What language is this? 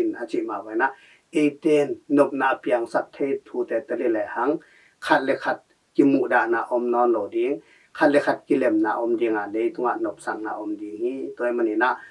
Tedim Chin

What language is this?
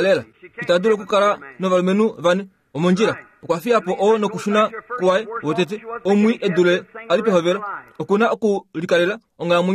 Kuanyama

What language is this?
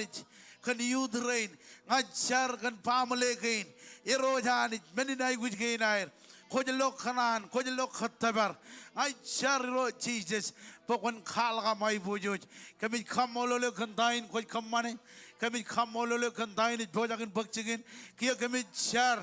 Marshallese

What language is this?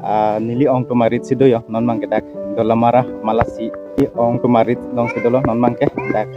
Karbi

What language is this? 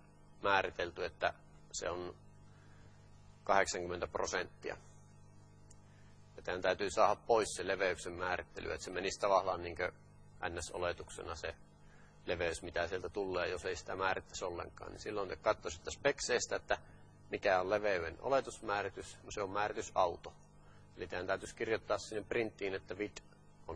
Finnish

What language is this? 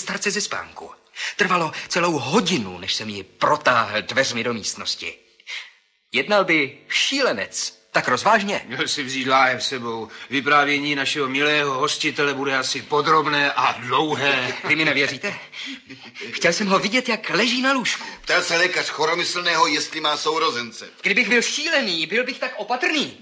Czech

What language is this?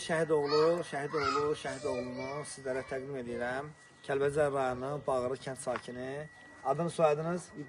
Azerbaijani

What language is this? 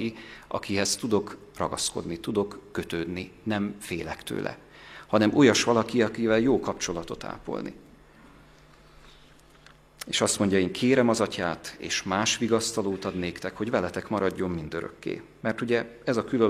Hungarian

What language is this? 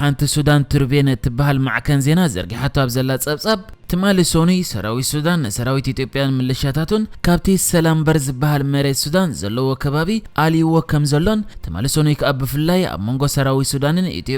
Tigrinya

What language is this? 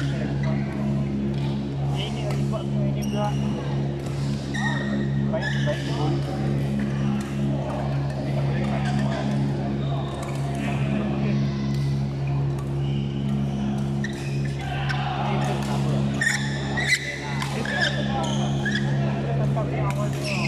Malay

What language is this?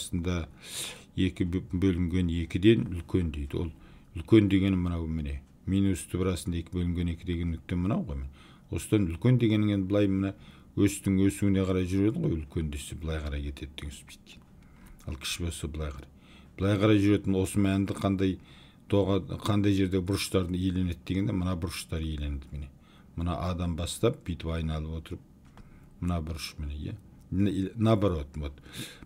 Kazakh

